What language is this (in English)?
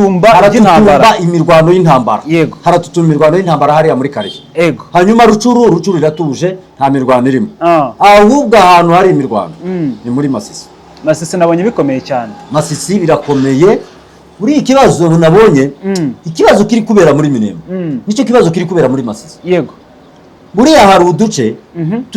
Kinyarwanda